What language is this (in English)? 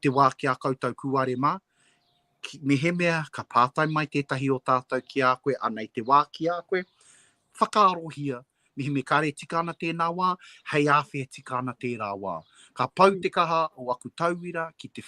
Māori